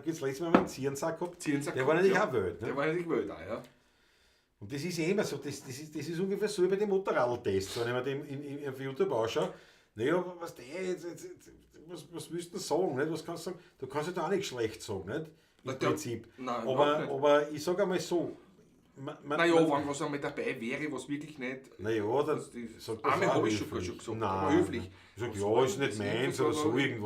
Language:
Bavarian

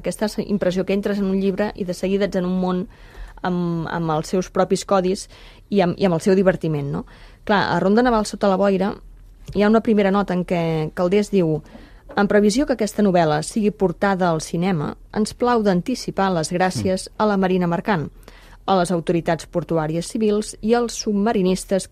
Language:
Catalan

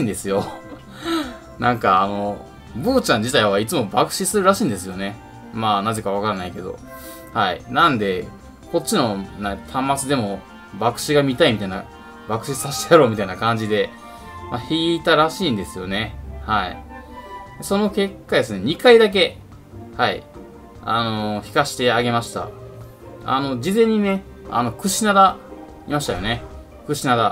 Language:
Japanese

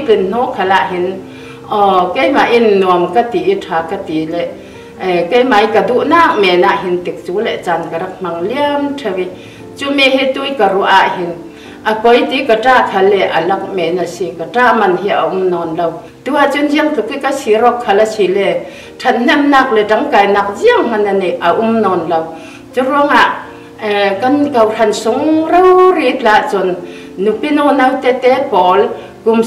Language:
Falam Chin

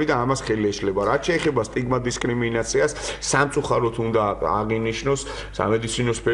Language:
Georgian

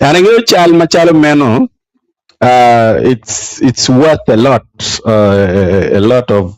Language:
Acoli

